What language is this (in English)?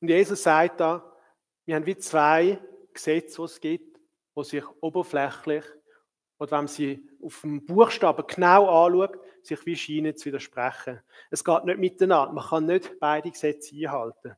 Swiss German